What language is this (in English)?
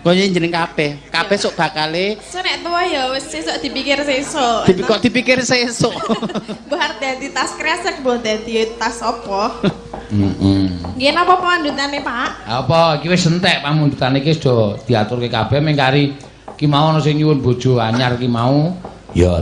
Javanese